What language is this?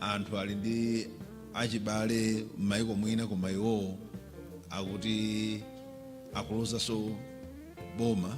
Nyanja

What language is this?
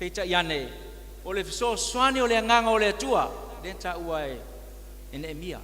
Samoan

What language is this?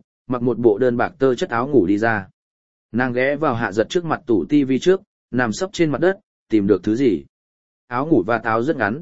Vietnamese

